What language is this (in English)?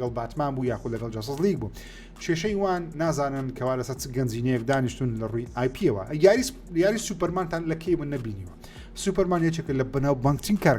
Central Kurdish